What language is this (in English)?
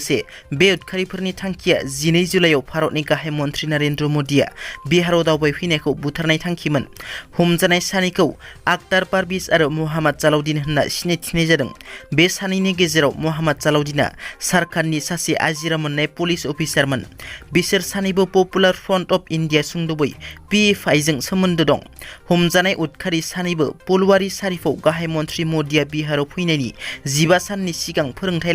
Bodo